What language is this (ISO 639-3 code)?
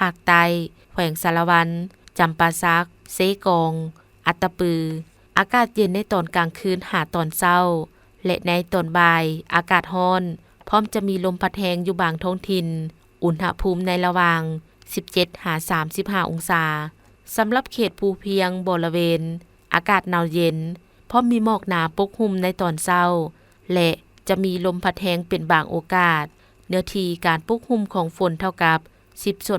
lao